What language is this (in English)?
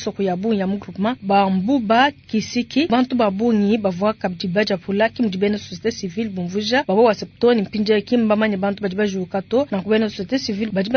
Luba-Lulua